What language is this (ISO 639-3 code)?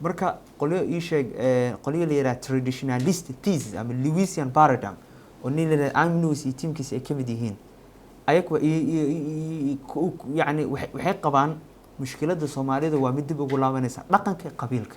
som